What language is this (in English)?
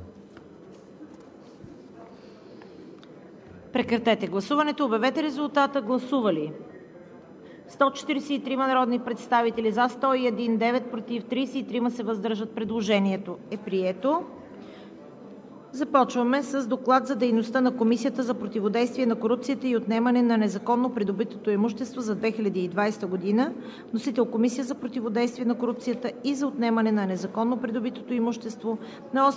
Bulgarian